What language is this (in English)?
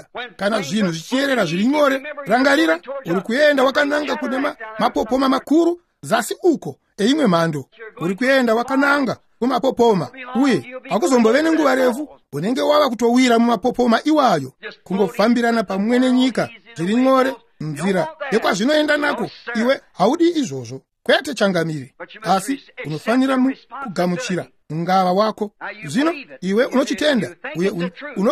Shona